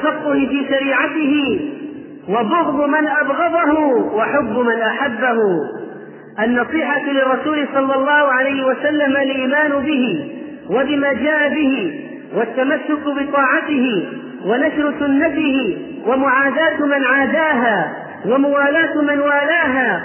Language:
Arabic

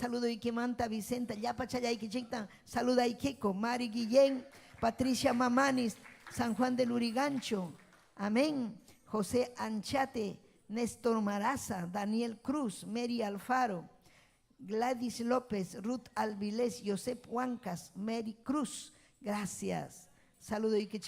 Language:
Ayacucho Quechua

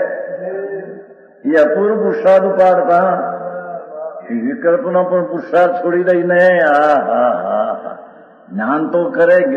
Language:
Gujarati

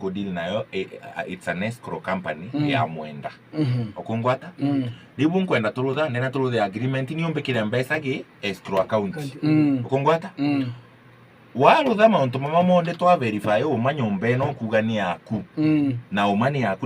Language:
Meru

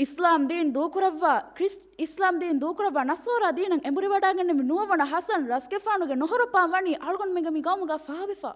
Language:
Divehi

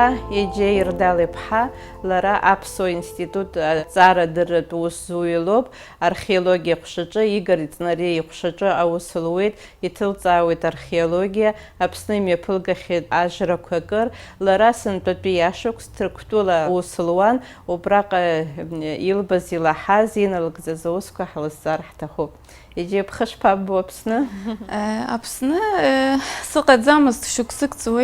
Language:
Abkhazian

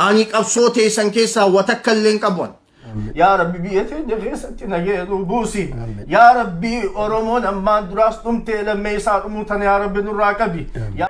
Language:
Oromo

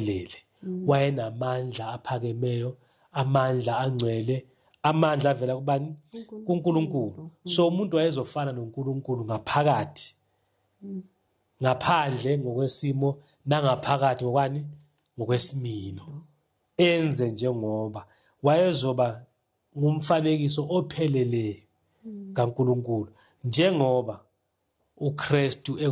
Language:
Zulu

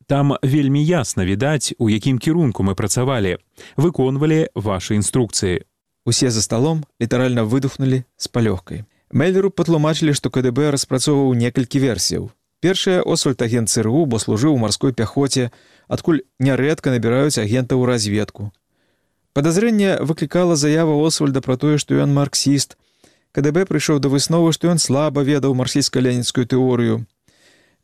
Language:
Belarusian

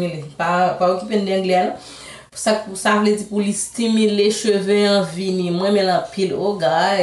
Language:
Haitian Creole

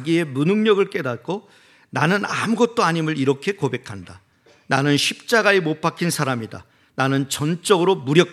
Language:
Korean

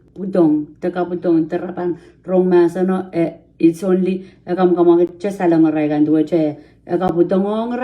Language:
Pohnpeian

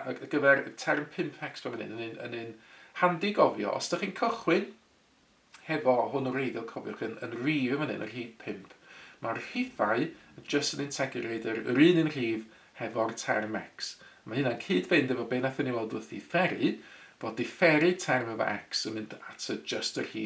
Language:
Welsh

